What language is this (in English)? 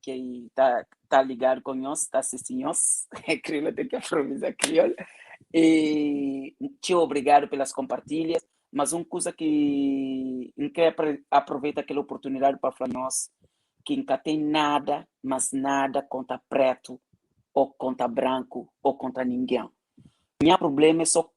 Kabuverdianu